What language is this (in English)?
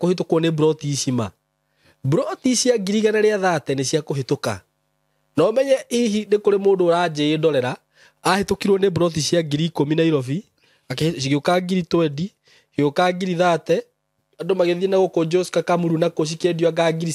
Kikuyu